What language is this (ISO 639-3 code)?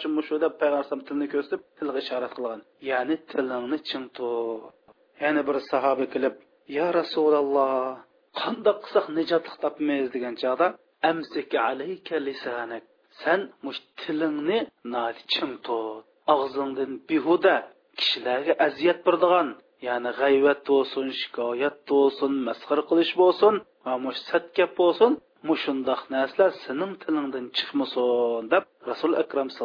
uig